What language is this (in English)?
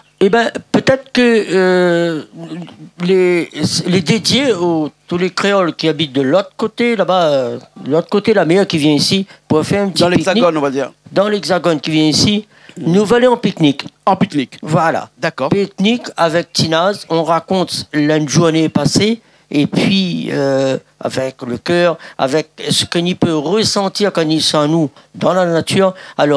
Réunion Creole French